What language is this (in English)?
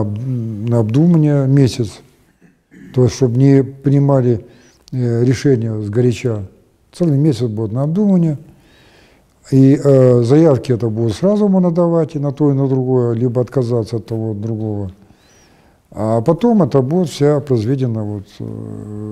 Russian